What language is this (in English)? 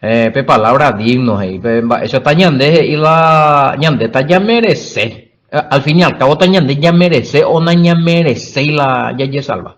Guarani